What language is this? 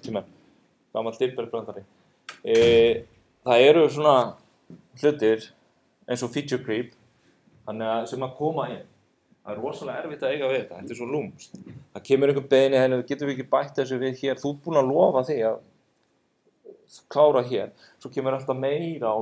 Icelandic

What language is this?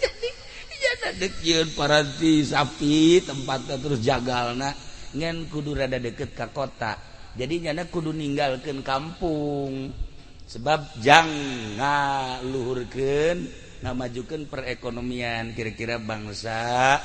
Sundanese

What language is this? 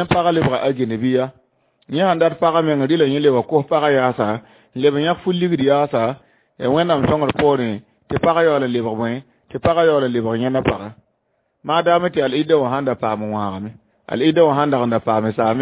Mossi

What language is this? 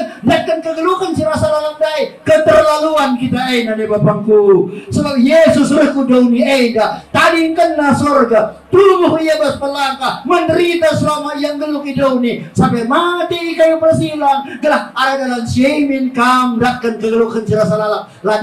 Batak Karo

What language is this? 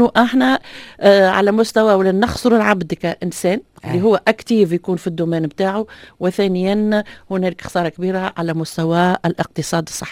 Tunisian Arabic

